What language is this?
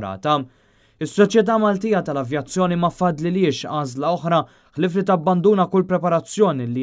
Maltese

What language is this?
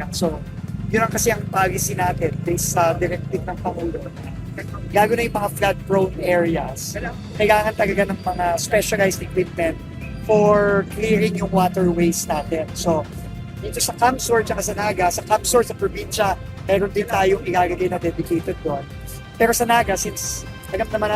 Bikol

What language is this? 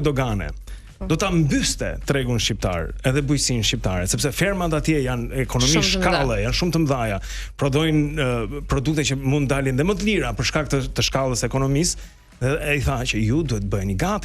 Albanian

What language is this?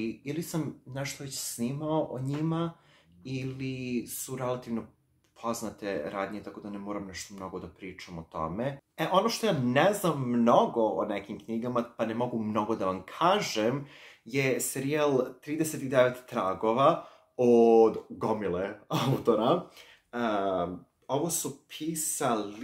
Serbian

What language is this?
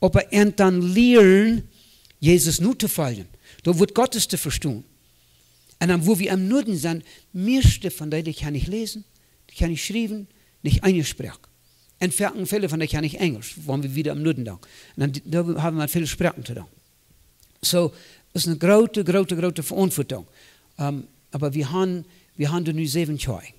Plautdietsch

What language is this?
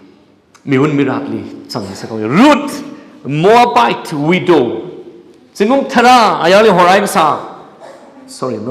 Tangkhul Naga (India)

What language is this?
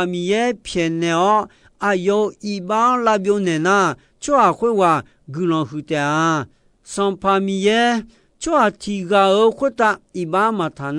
Akha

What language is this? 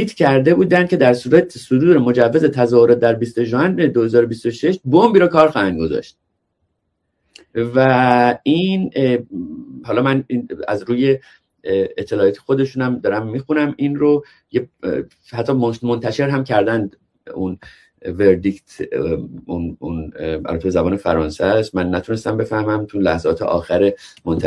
Persian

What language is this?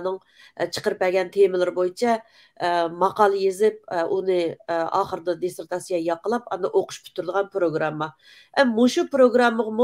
Uyghur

